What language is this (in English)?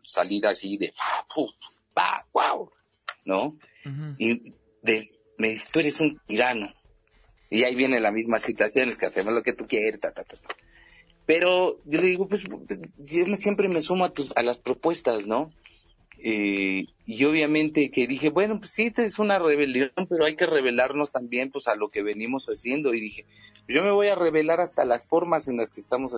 Spanish